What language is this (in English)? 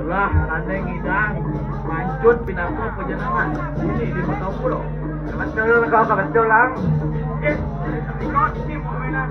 Balinese